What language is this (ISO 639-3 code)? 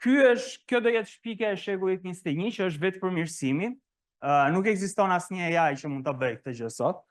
sqi